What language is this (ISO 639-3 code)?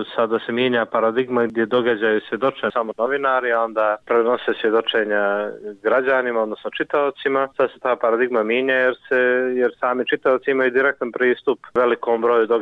bos